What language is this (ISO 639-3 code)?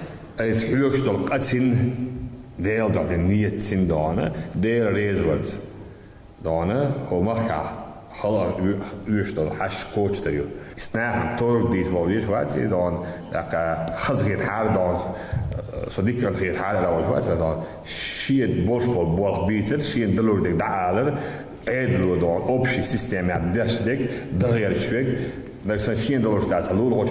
che